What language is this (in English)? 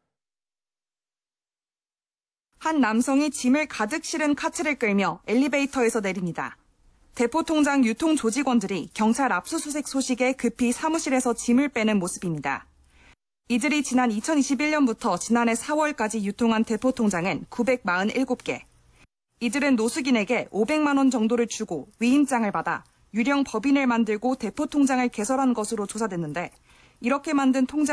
Korean